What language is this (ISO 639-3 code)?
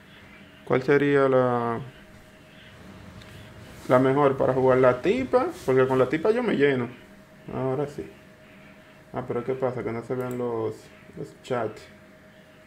spa